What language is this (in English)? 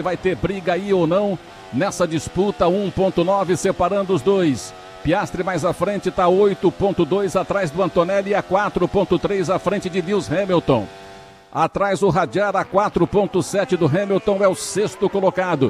Portuguese